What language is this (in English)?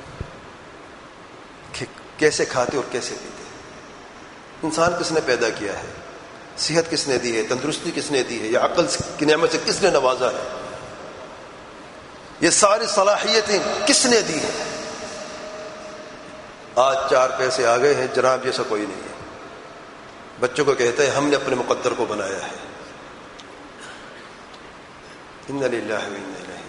Urdu